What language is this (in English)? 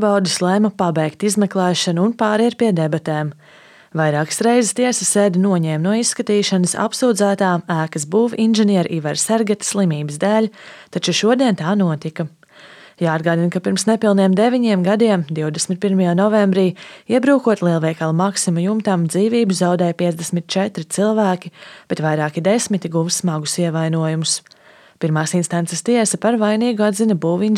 Latvian